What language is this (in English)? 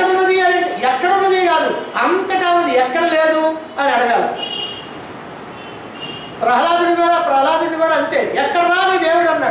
Telugu